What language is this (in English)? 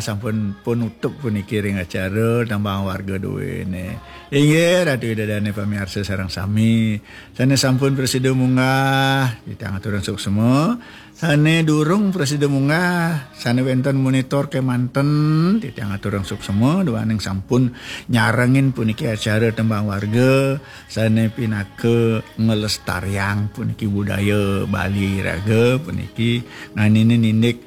Balinese